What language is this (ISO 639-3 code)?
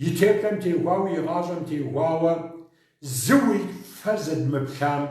kbd